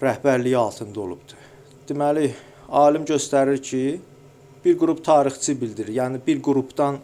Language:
Azerbaijani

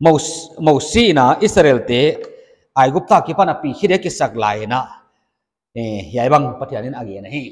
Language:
Paite Chin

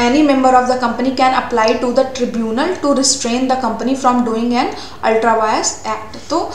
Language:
Hindi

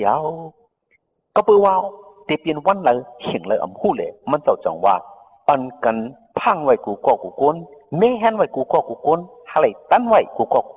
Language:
Shan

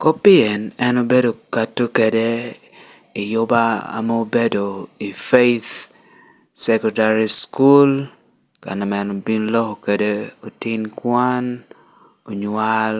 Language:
Lango (Uganda)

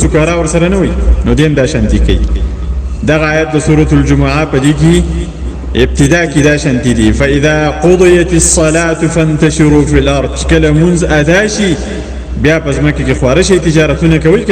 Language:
Pashto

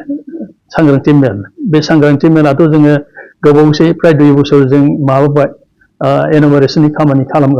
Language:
Bodo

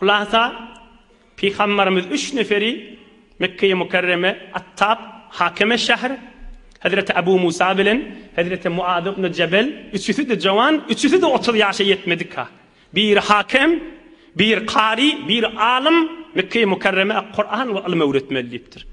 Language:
Turkmen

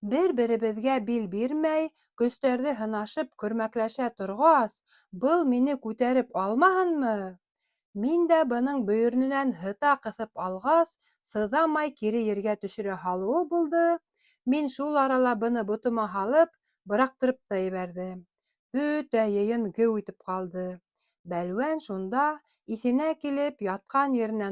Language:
Bashkir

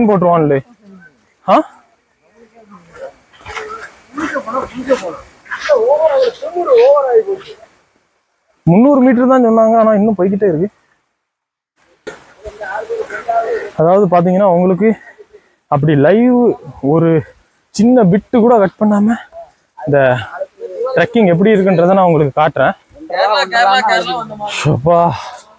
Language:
Tamil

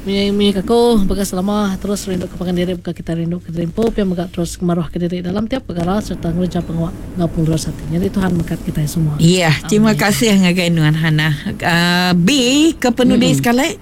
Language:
Iban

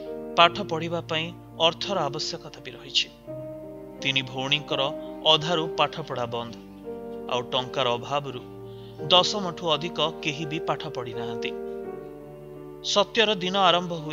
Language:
Odia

